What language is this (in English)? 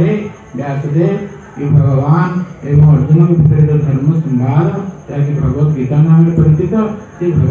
Odia